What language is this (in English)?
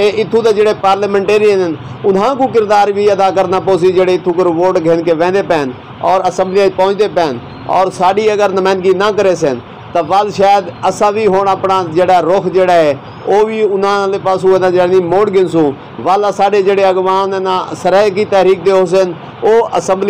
Saraiki